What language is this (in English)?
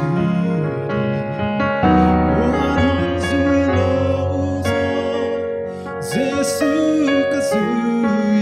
Paite Chin